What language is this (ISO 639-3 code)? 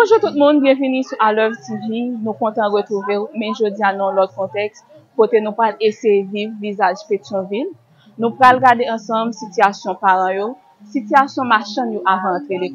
hat